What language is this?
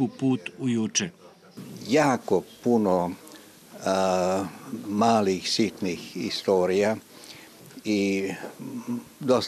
Serbian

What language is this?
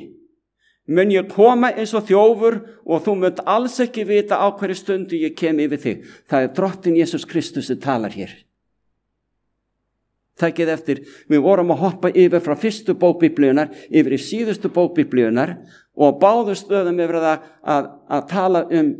Icelandic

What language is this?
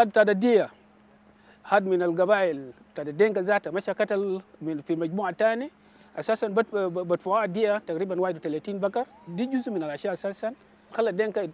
Dinka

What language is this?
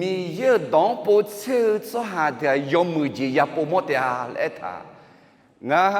Akha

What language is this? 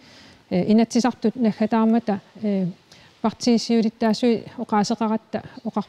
Kalaallisut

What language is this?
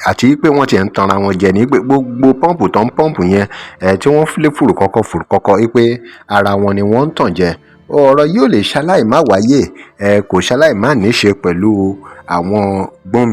Yoruba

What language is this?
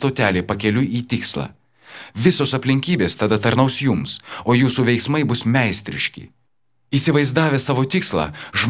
Lithuanian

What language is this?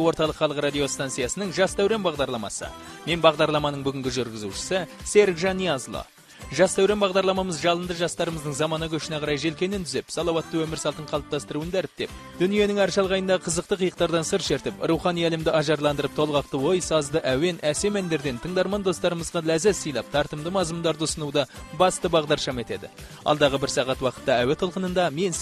Kazakh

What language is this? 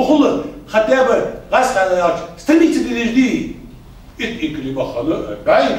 Ingush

